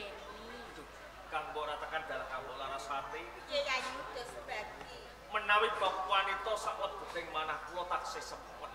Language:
Javanese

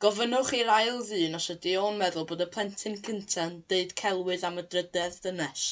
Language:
Welsh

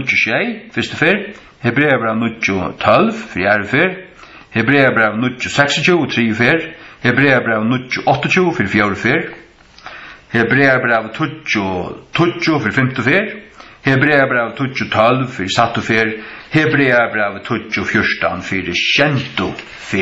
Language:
Faroese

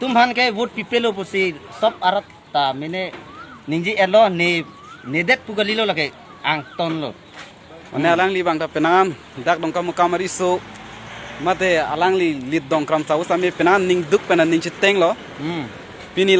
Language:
Karbi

